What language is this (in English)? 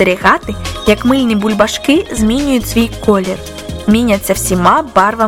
Ukrainian